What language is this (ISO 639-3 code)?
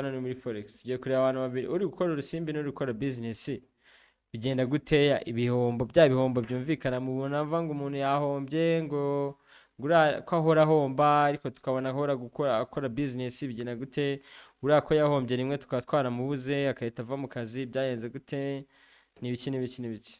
kin